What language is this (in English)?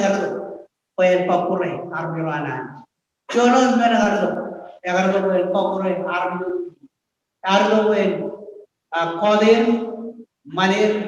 Marshallese